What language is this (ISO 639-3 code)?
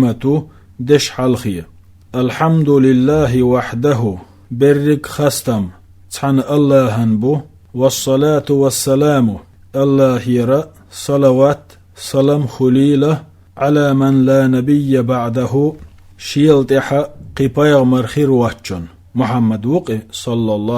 che